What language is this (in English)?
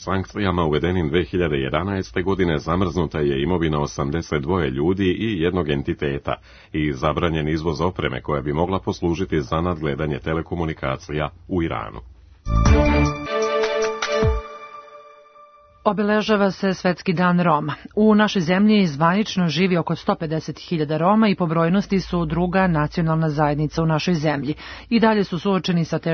Serbian